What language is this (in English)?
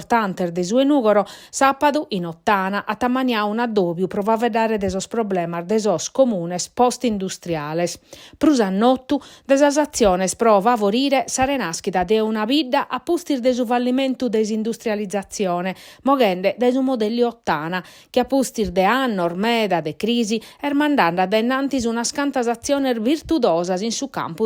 Sardinian